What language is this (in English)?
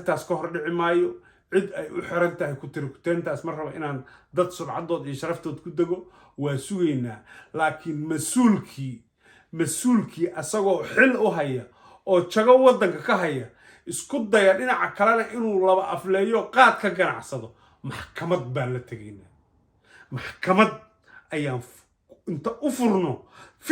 Somali